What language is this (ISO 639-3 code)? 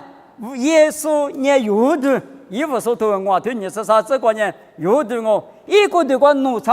lis